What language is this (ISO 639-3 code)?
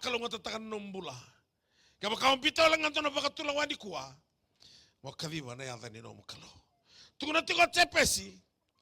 fij